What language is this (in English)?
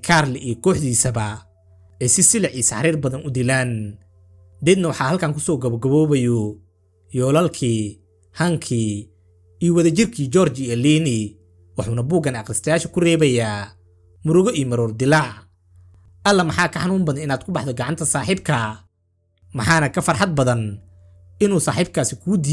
Somali